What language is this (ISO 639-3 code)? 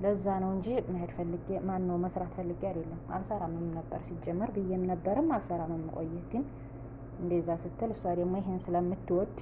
amh